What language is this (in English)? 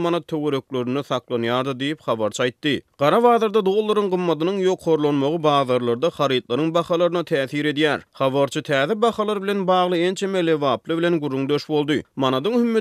Turkmen